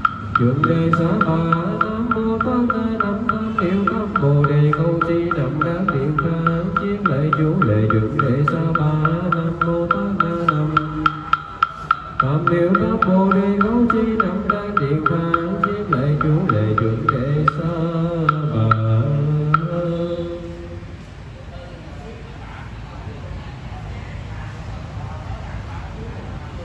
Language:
Vietnamese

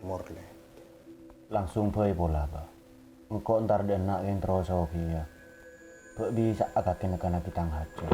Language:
Madurese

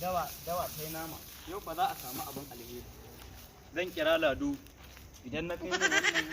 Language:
Hausa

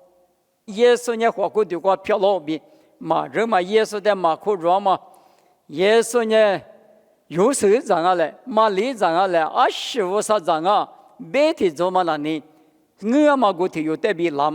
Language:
Lisu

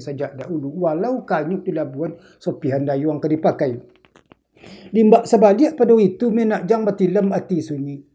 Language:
Minangkabau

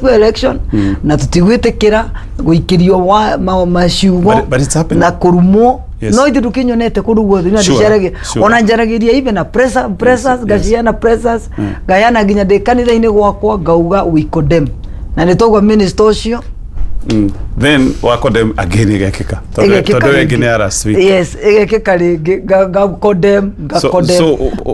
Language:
Kikuyu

